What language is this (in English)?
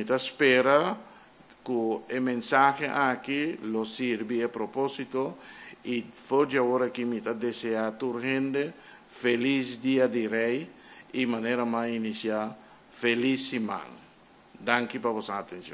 Papiamento